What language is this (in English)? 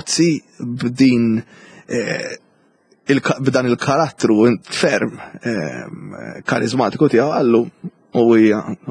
Maltese